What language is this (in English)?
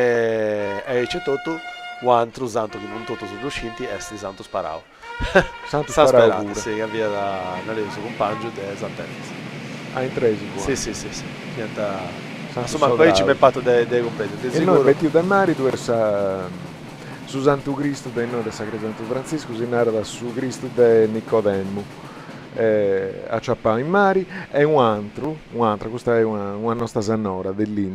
Sardinian